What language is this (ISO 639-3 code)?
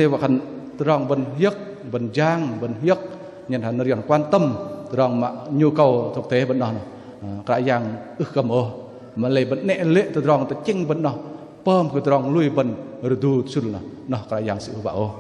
bdq